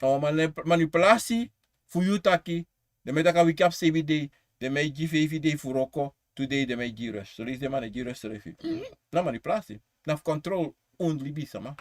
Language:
Sranan Tongo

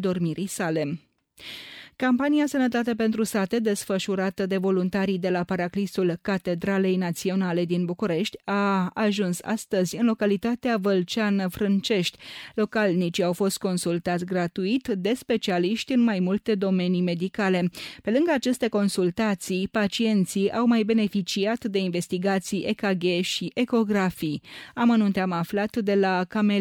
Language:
Romanian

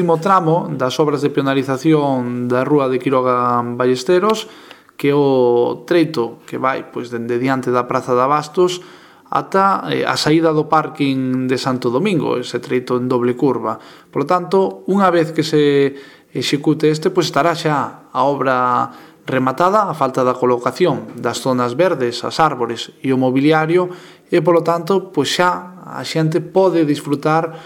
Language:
Galician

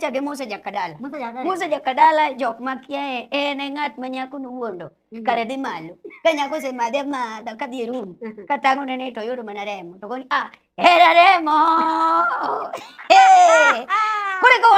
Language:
Luo (Kenya and Tanzania)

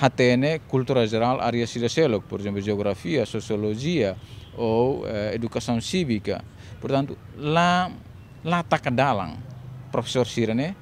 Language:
Tetum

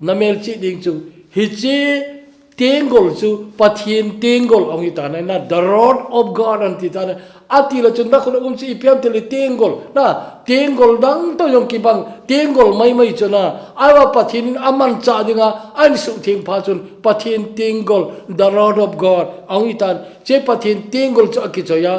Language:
Thado Chin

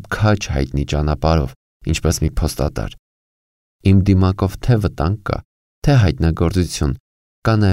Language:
Armenian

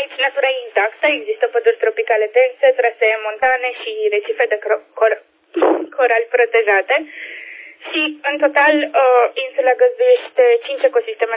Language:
Romanian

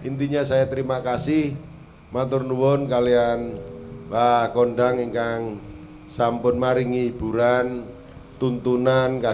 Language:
Javanese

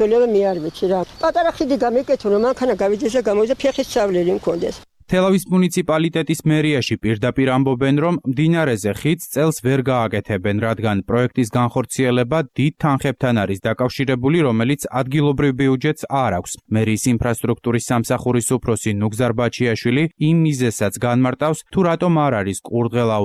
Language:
Georgian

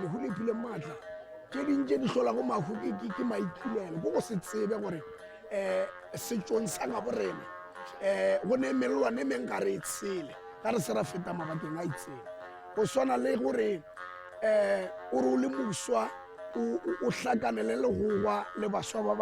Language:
Northern Sotho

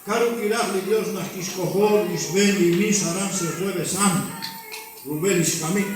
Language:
Kekchí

